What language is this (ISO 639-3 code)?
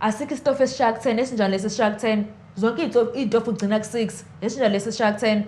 zul